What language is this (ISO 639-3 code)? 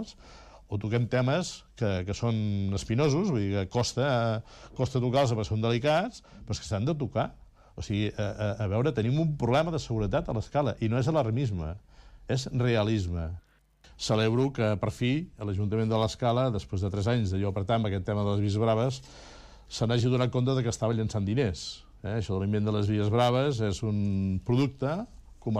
cat